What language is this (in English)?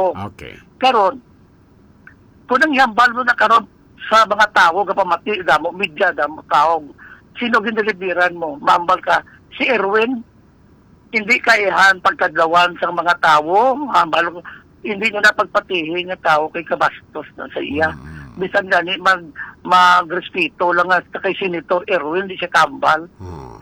Hiligaynon